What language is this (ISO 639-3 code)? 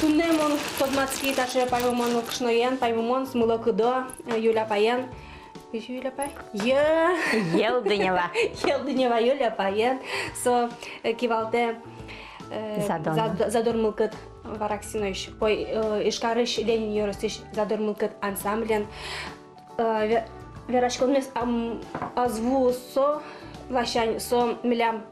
udm